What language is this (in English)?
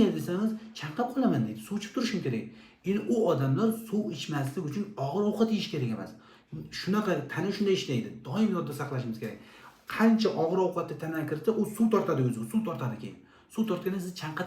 Uzbek